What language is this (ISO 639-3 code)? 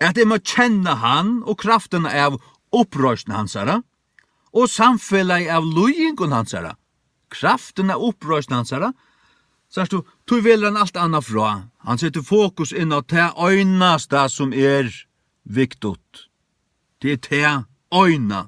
fao